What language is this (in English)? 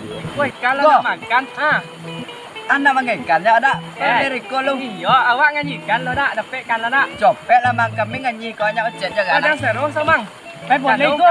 Minangkabau